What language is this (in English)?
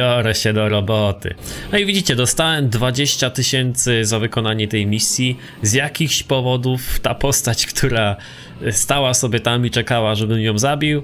Polish